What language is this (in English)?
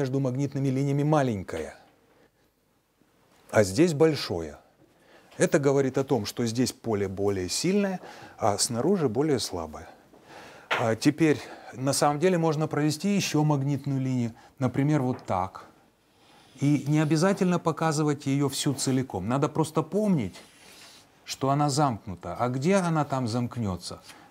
Russian